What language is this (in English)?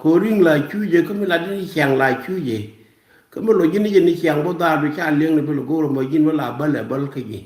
Nuer